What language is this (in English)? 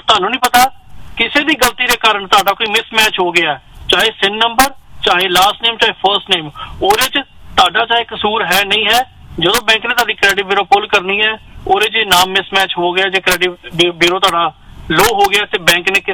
Punjabi